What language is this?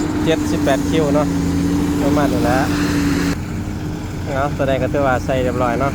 Lao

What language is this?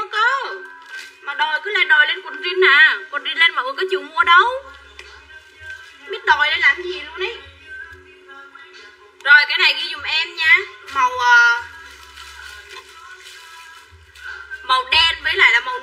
Vietnamese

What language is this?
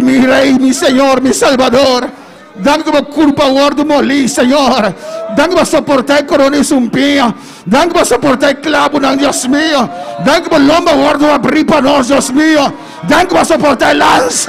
Papiamento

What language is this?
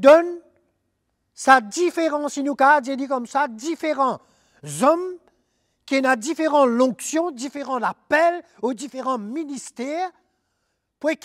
Morisyen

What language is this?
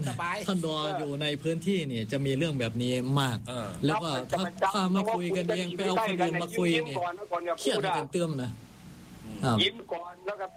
Thai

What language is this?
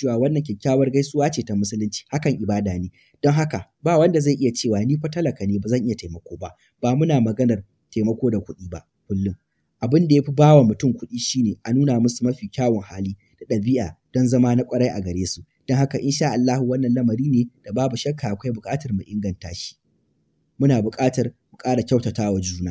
Hausa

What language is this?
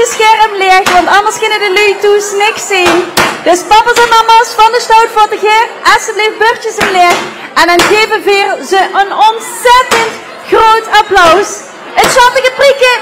Limburgish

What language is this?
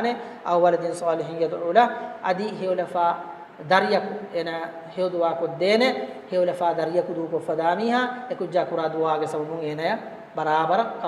Divehi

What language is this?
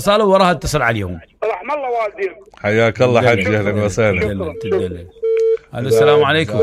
Mesopotamian Arabic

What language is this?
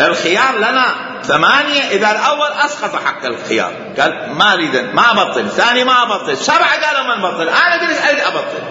Mesopotamian Arabic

